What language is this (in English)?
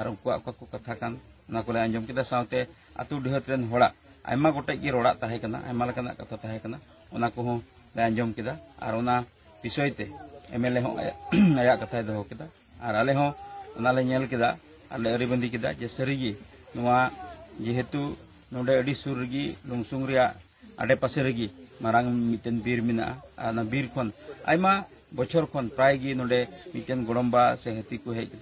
Santali